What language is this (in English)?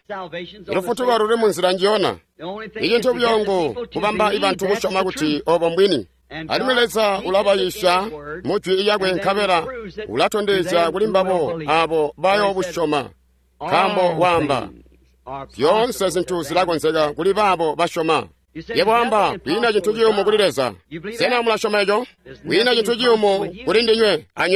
Tonga (Zambia)